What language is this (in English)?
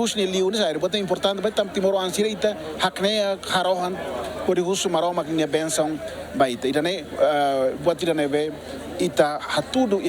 Tetum